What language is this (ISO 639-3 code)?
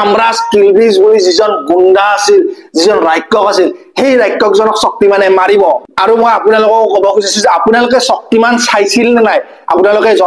asm